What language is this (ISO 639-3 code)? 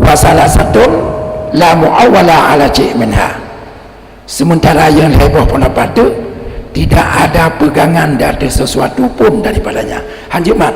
ace